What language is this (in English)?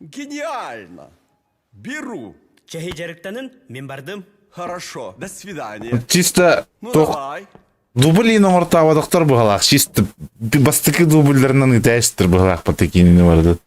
Yakut